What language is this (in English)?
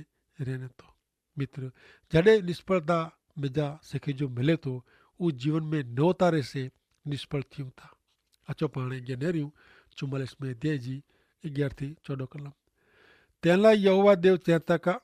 Kachhi